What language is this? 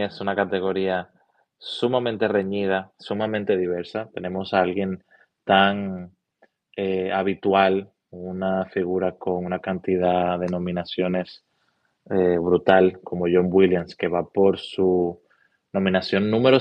Spanish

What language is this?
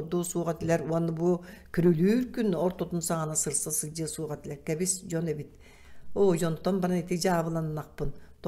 Yakut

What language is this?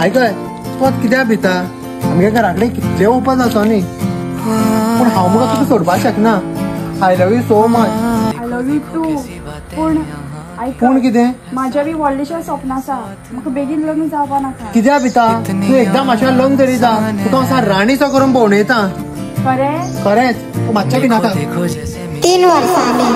Konkani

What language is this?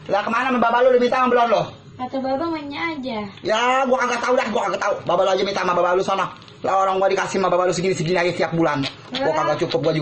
Betawi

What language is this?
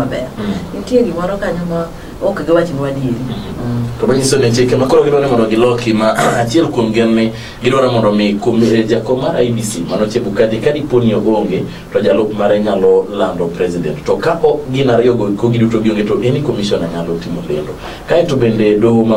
Luo (Kenya and Tanzania)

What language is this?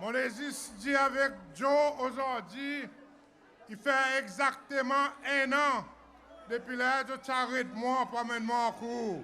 Seselwa Creole French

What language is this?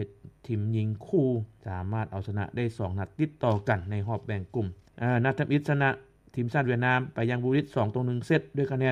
Lao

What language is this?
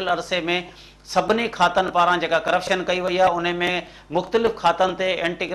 Sindhi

